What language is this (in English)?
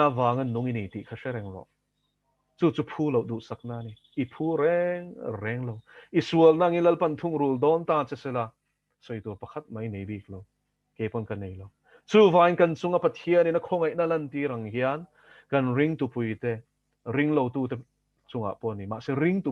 Mizo